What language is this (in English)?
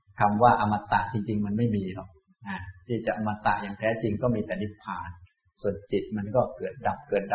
Thai